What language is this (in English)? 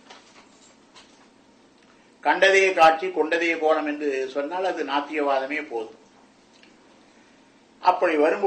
Tamil